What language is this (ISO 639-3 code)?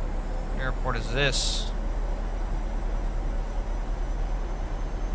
eng